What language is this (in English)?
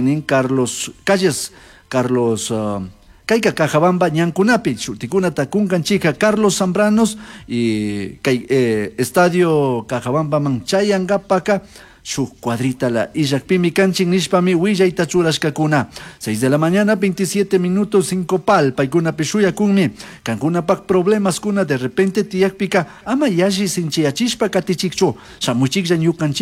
Chimborazo Highland Quichua